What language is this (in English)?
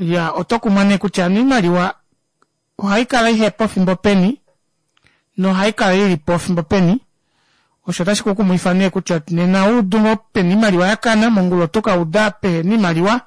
Kuanyama